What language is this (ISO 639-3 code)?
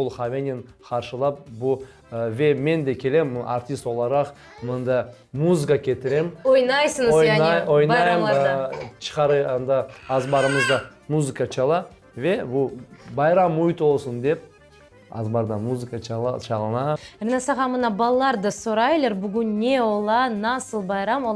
crh